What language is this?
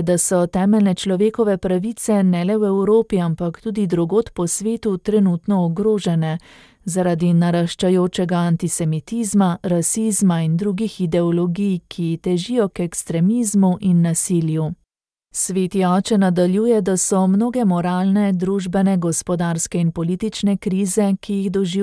Slovenian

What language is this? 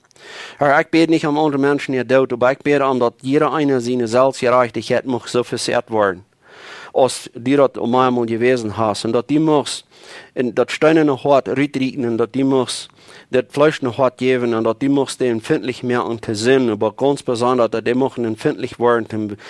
Plautdietsch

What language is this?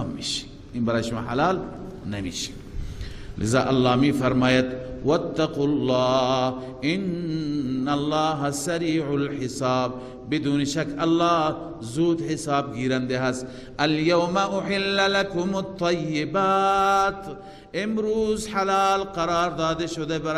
Persian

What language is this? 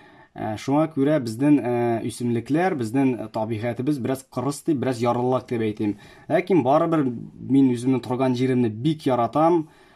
Tatar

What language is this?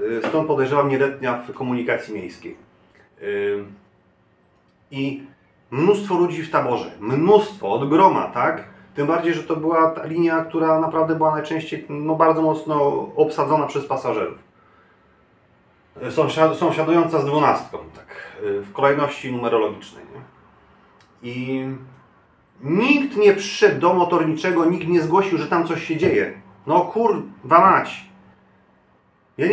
Polish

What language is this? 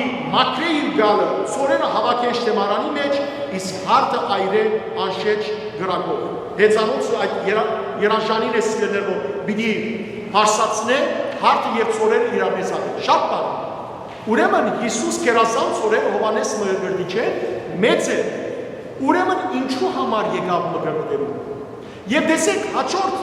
Western Armenian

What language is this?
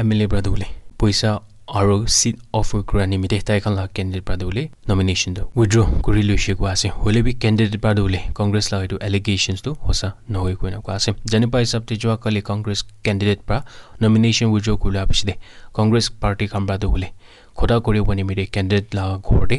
Naga Pidgin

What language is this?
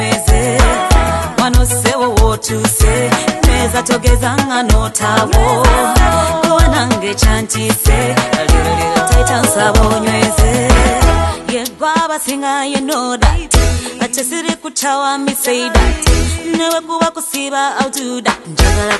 Ganda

